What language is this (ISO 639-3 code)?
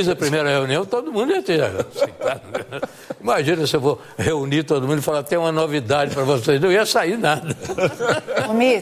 por